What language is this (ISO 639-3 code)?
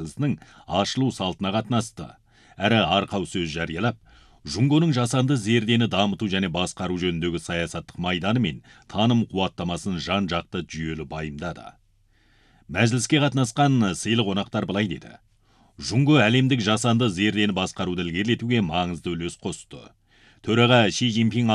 kaz